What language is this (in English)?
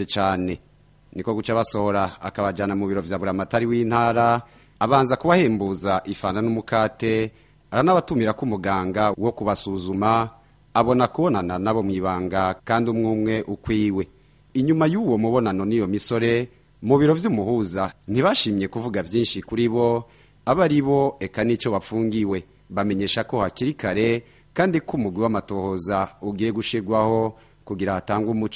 Rundi